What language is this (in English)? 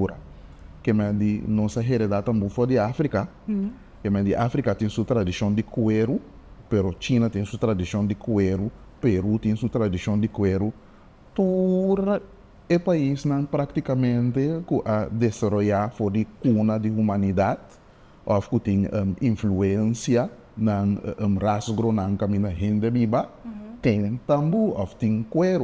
Papiamento